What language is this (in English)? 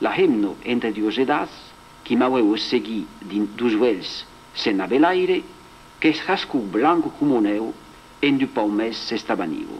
Occitan